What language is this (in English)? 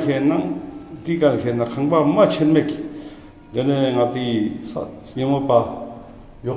Ladakhi